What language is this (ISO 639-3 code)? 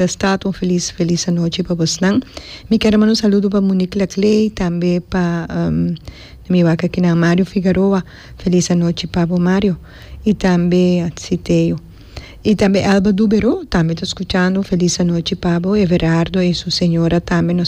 pap